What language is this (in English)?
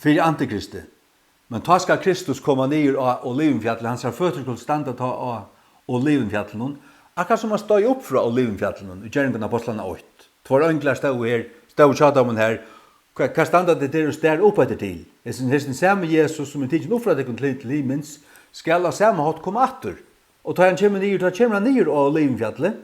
Faroese